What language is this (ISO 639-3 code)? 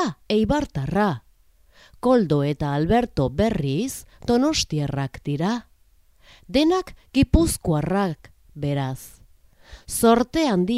eus